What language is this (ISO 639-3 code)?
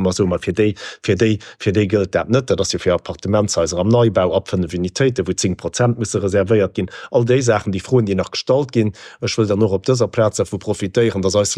ltz